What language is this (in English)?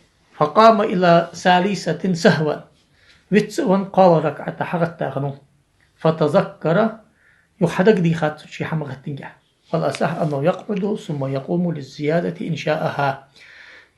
Ingush